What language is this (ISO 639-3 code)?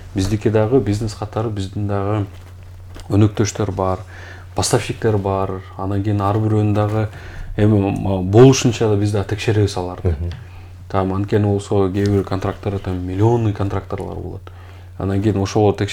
kir